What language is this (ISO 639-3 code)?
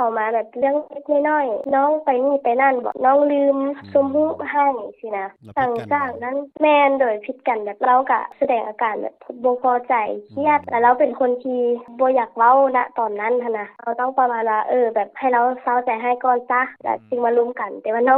lao